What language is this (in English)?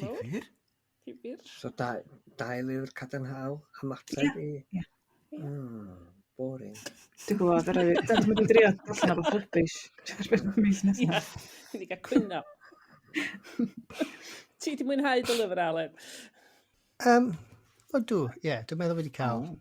Welsh